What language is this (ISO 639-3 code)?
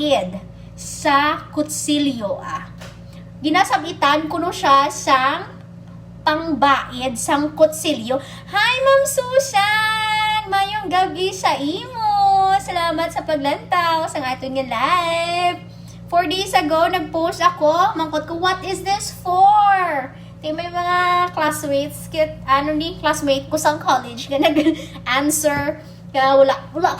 hil